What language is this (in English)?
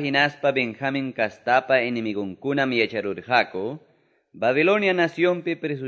Quechua